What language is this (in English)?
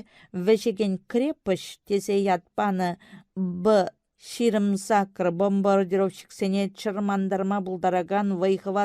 Chuvash